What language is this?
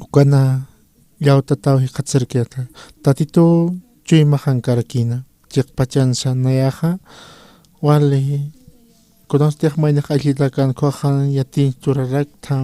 Aymara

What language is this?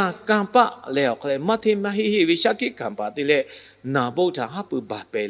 Lahu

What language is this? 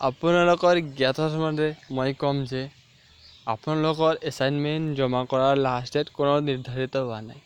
Assamese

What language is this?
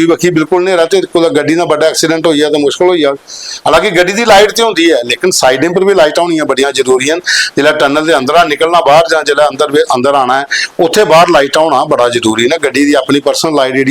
Dogri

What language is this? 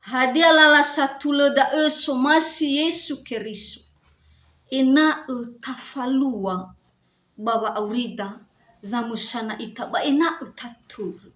Nias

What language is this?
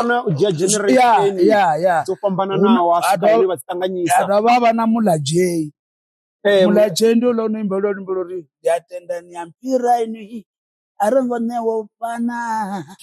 Venda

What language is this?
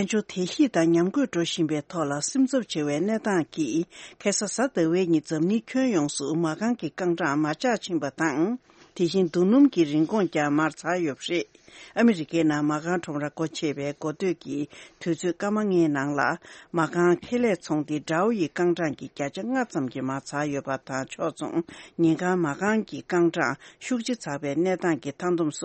Tibetan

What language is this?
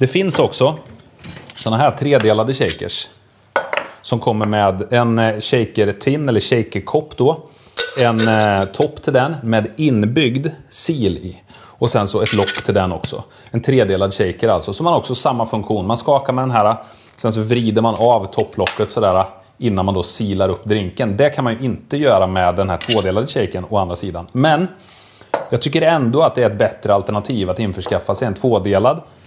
Swedish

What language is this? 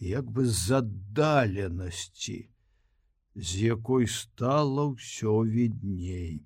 Belarusian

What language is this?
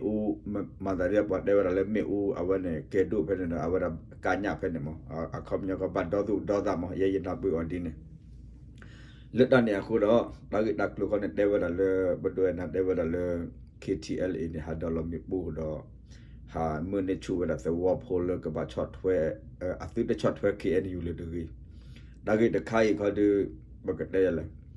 S'gaw Karen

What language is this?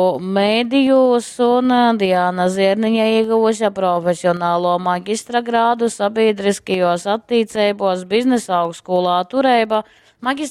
Latgalian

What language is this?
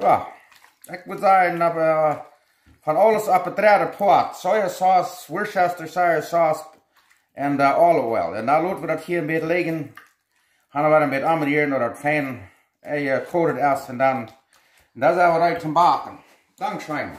Plautdietsch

